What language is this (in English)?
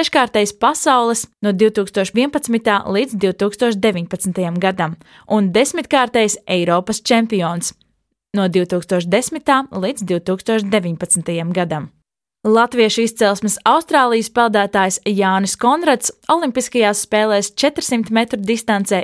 Latvian